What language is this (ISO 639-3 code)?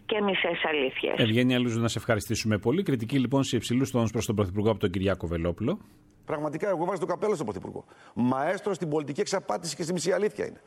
ell